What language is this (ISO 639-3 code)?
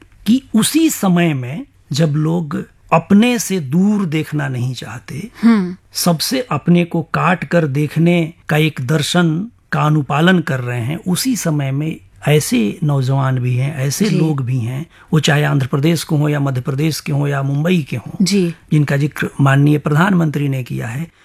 hin